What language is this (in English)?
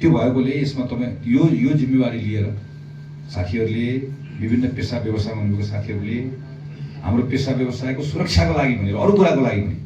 Nepali